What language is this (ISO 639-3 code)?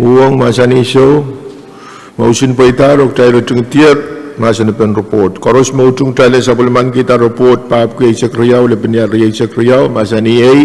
pon